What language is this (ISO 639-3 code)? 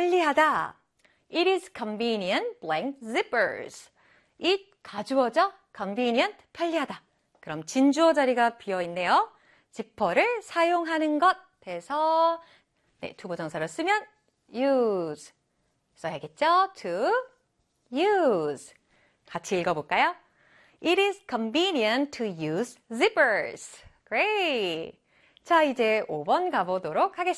kor